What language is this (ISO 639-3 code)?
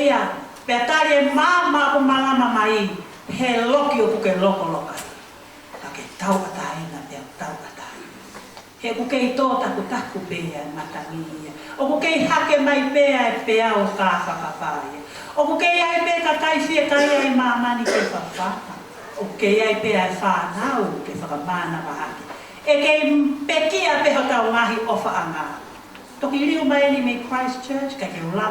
ton